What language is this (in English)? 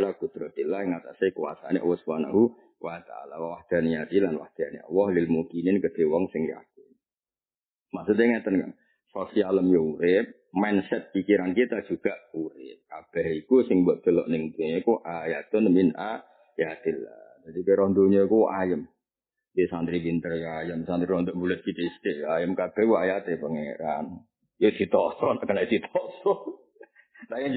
Javanese